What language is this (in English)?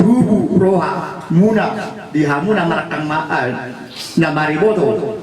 Batak Toba